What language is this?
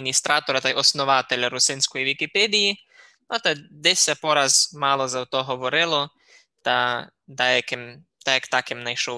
Rusyn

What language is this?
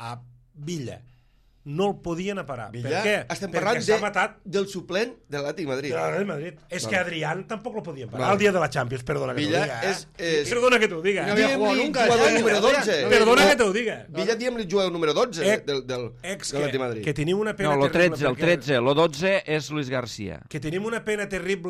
Catalan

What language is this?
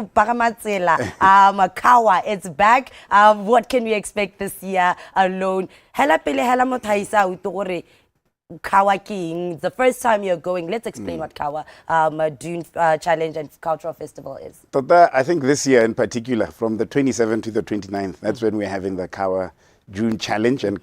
Tswana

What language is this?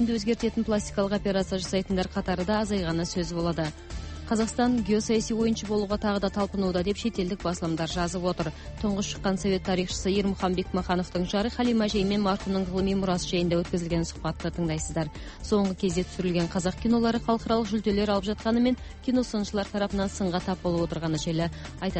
Kazakh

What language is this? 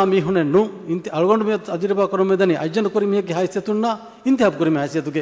Divehi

